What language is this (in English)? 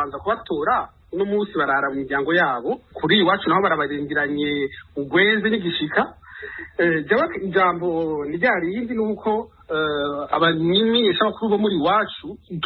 Rundi